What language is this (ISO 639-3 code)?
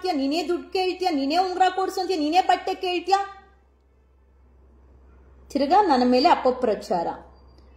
kan